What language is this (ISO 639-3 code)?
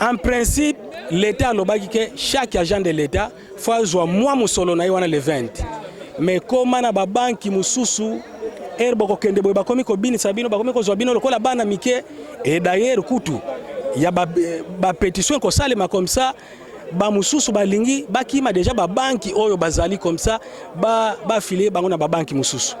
lin